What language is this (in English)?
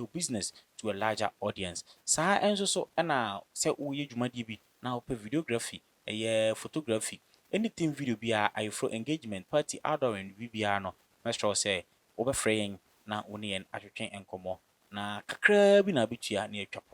Akan